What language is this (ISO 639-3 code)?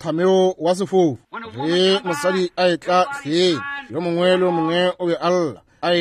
nso